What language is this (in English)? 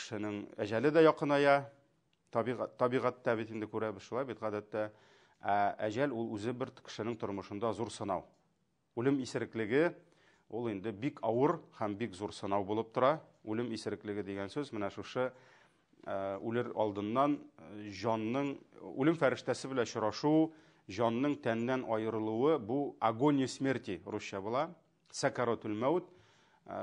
Tatar